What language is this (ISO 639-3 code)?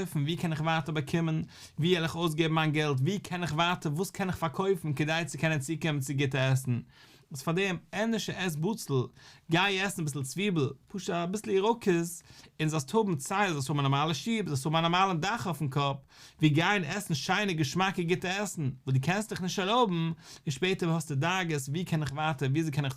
yid